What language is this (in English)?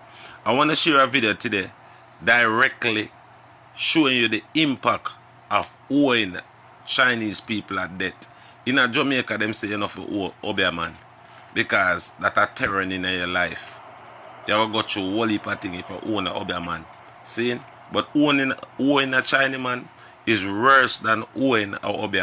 Jamaican Creole English